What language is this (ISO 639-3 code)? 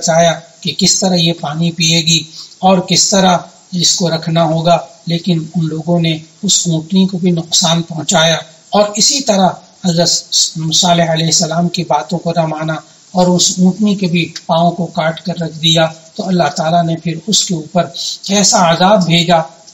urd